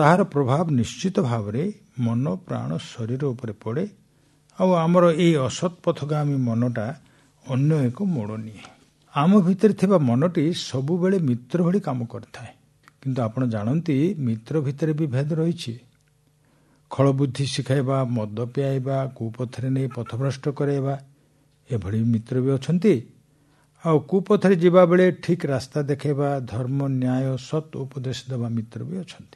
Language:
Odia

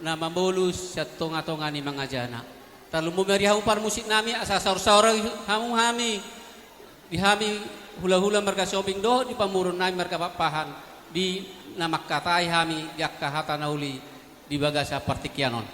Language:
Batak Toba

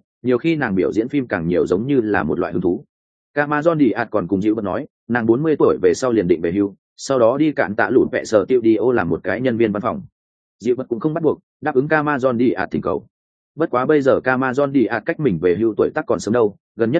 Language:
Vietnamese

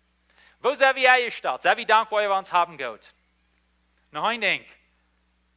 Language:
Plautdietsch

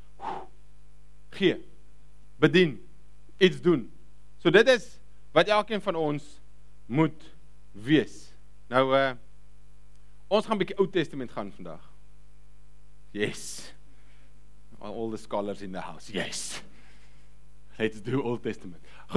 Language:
Afrikaans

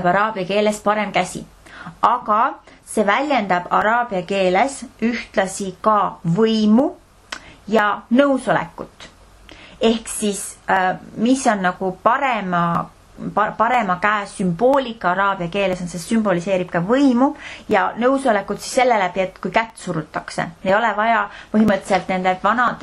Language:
Estonian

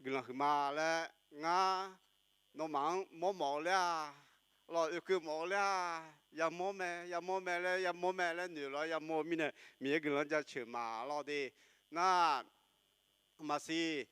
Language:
Akha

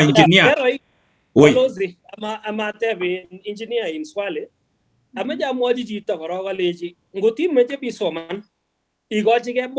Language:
Kalenjin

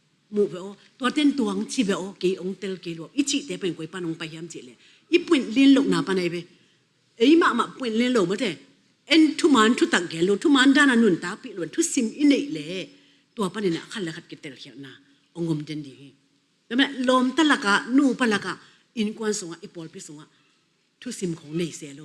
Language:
Tedim Chin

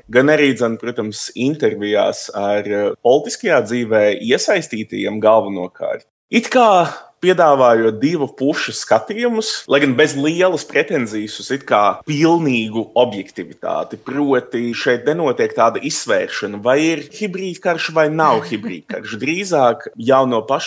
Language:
Latvian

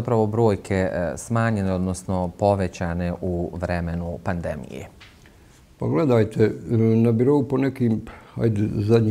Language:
Bosnian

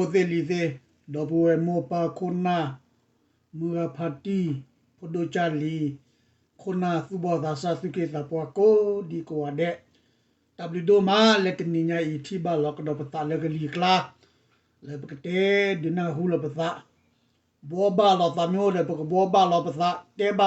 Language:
S'gaw Karen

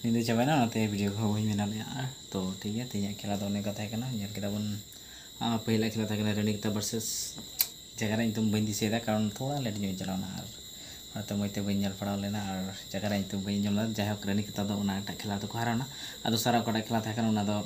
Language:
Santali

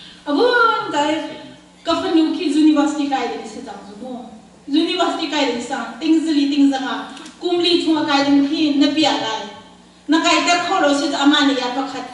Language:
Hakha Chin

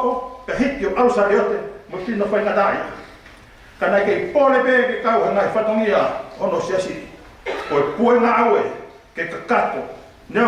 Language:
Tongan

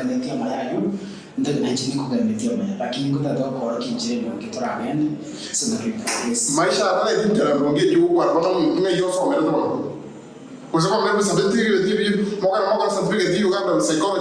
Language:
Gusii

